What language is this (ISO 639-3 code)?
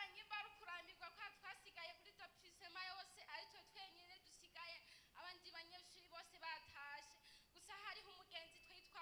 run